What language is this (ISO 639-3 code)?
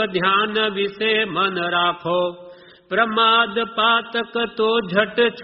guj